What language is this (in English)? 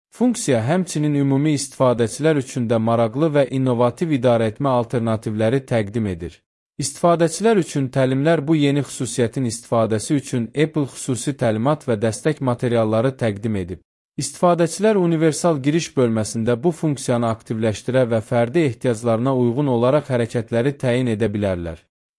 Azerbaijani